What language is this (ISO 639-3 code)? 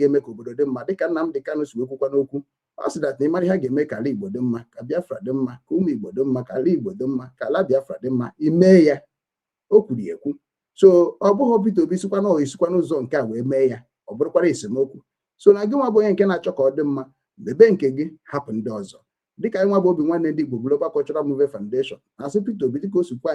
ibo